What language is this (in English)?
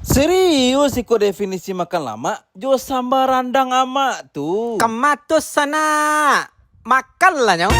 Minangkabau